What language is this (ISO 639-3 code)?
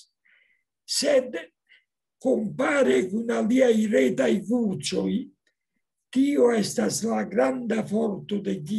epo